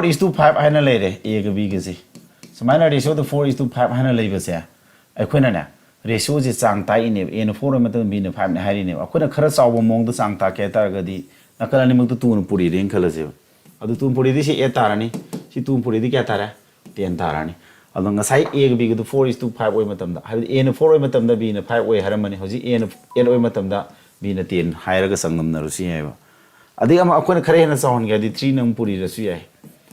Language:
Manipuri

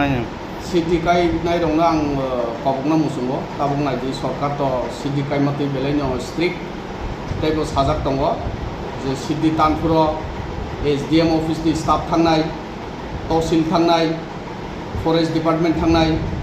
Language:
Kok Borok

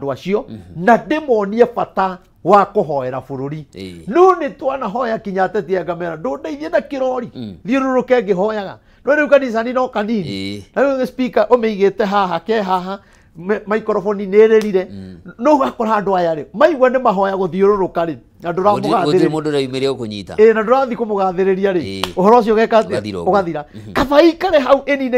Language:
Kikuyu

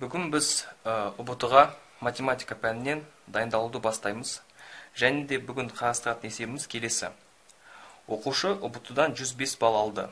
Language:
Kazakh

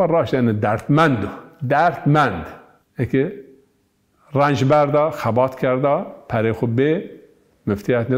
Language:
Zaza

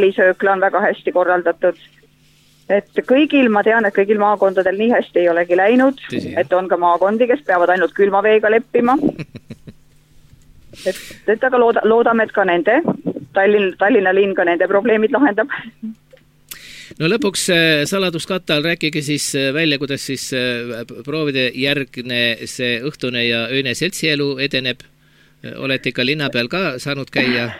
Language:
Estonian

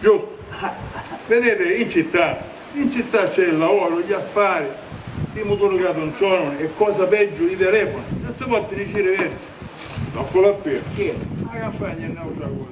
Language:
Sicilian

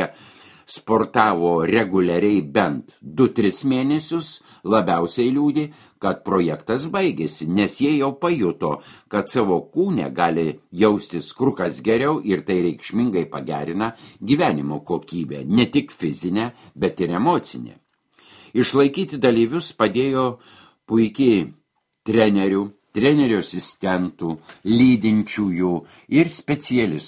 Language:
Lithuanian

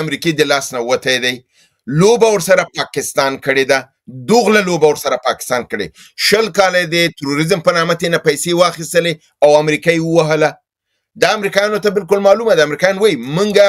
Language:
Pashto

